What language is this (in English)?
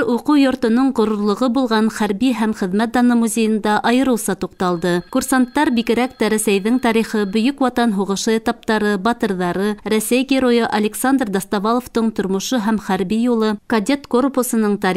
Bashkir